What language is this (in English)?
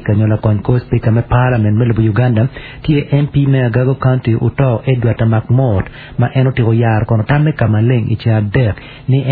Acoli